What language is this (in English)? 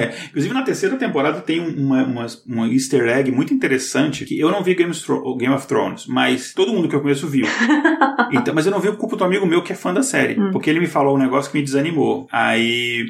Portuguese